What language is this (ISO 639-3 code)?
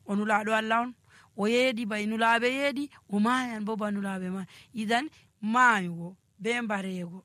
ful